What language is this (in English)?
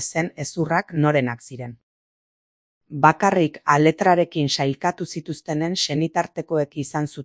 Basque